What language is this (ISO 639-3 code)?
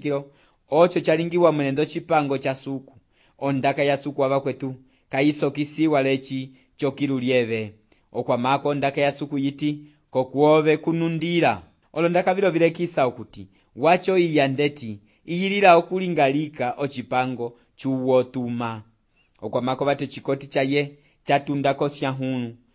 umb